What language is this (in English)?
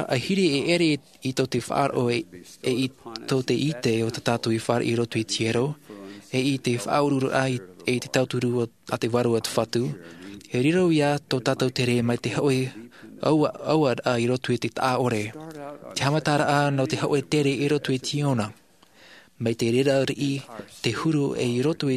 Tahitian